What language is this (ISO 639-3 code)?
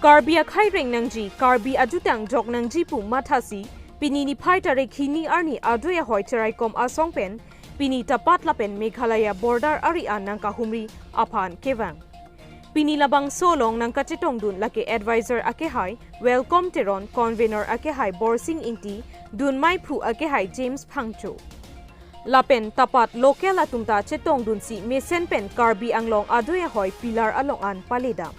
mjw